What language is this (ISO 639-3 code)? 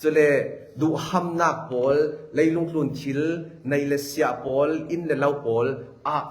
cfm